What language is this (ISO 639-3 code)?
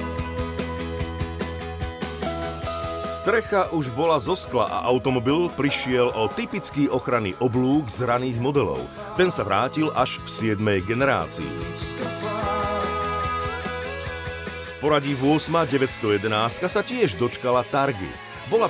slk